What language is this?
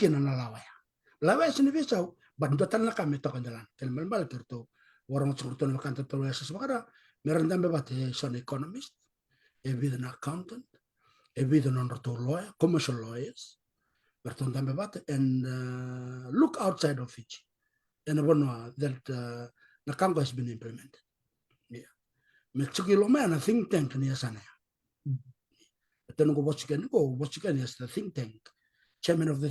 Fijian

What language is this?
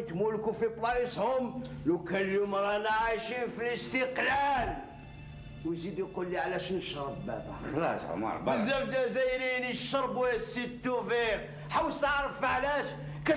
Algerian Arabic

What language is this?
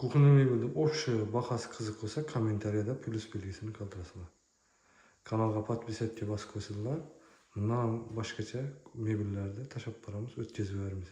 Uzbek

